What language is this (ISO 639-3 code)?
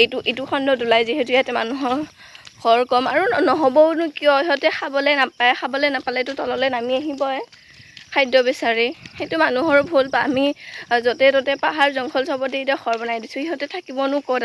asm